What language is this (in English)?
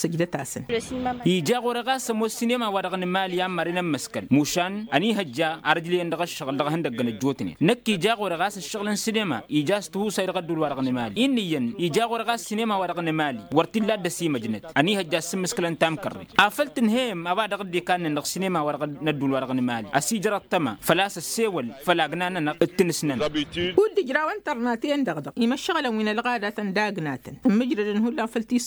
Tamasheq